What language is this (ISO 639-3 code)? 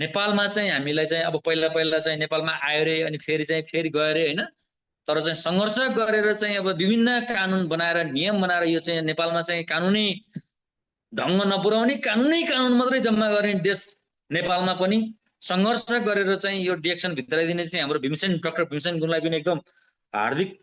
nep